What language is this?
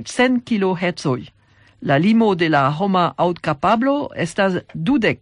Esperanto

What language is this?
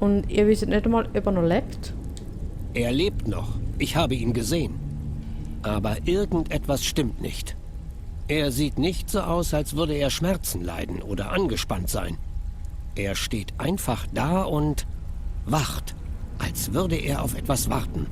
Swiss German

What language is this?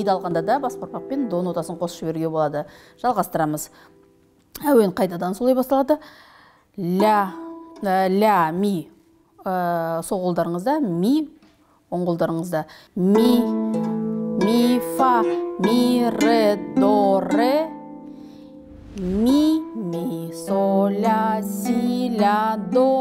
Kazakh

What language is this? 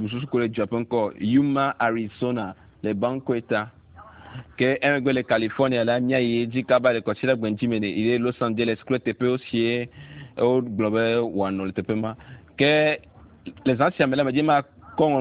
Ewe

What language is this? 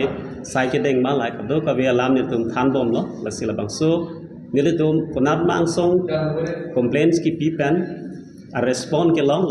Karbi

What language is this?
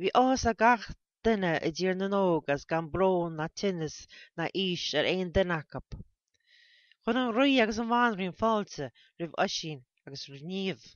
Irish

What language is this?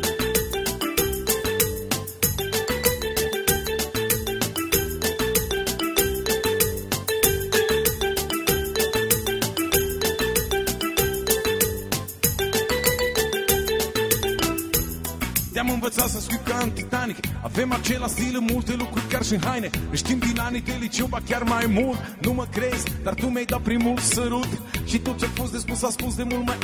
Romanian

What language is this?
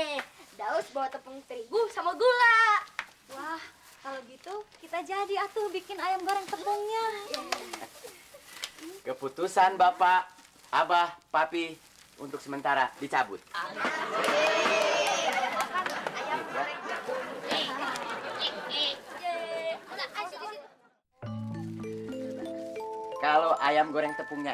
Indonesian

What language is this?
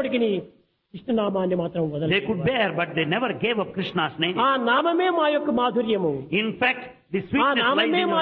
Telugu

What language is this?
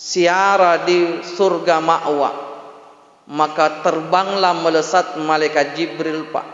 Buginese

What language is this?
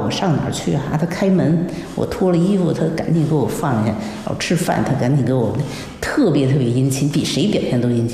Chinese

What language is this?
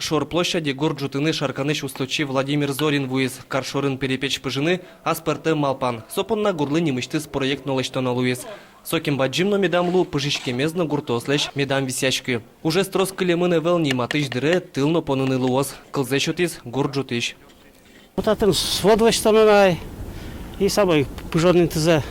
Udmurt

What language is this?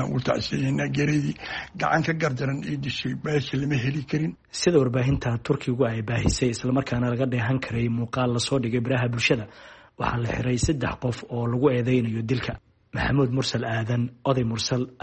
Somali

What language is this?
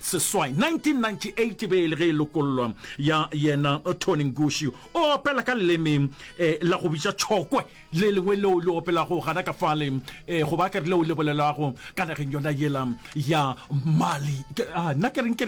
Northern Sotho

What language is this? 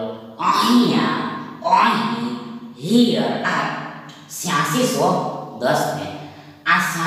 Gujarati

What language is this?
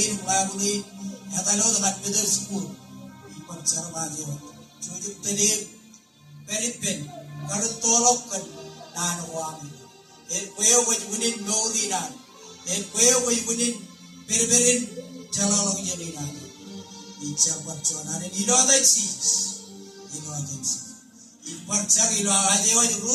Marshallese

